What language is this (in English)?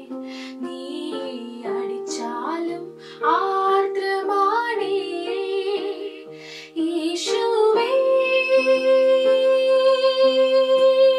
Malayalam